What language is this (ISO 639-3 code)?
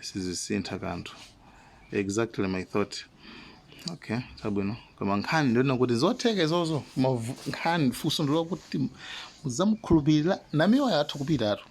nya